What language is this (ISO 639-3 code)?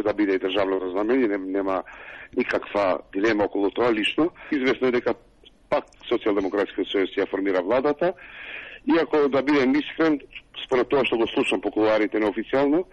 mkd